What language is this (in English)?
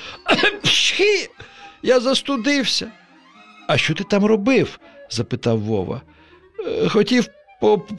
Ukrainian